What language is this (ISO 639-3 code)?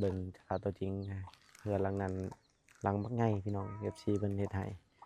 lao